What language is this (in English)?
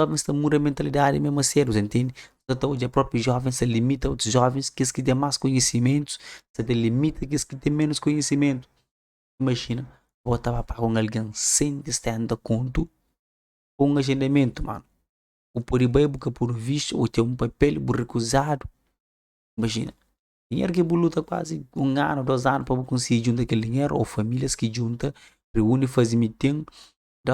Kabuverdianu